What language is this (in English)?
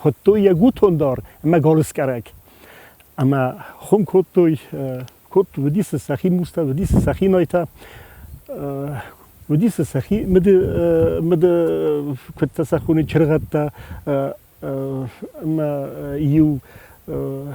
Ossetic